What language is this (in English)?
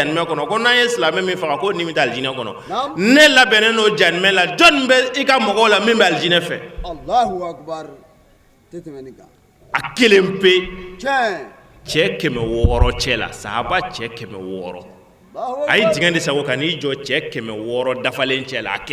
Bambara